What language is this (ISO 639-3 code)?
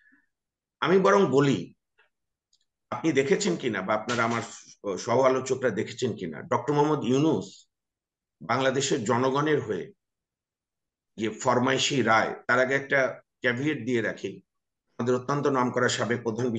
ben